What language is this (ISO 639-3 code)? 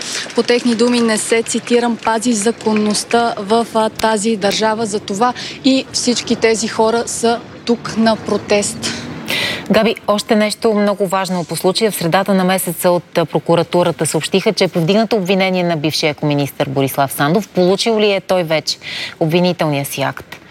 bul